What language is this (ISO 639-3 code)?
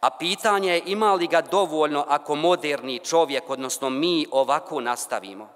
bos